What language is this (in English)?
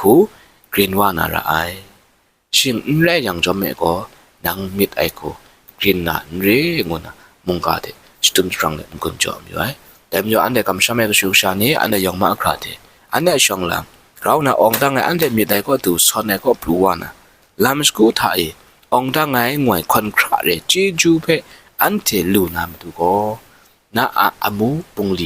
Kachin